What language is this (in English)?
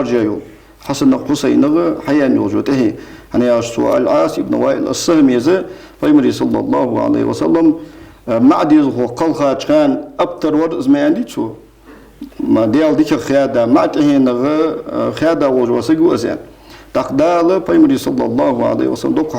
Ingush